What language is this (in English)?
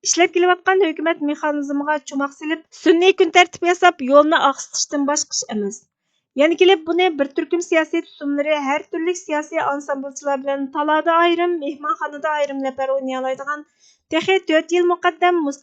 Uyghur